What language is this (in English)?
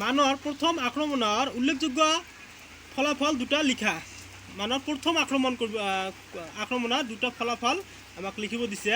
Assamese